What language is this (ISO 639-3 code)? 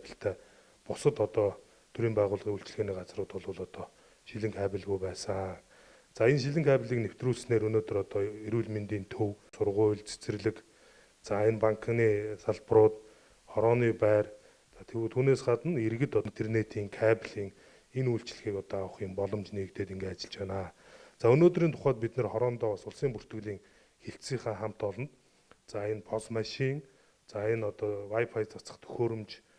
mon